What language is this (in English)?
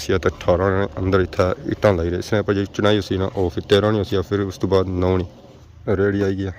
Pahari-Potwari